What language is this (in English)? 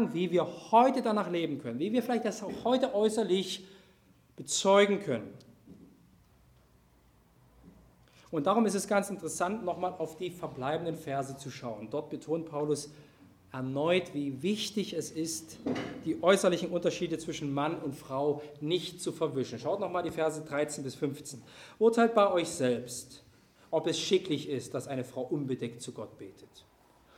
German